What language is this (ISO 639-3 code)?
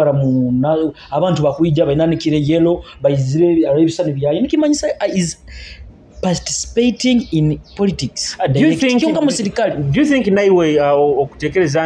nyo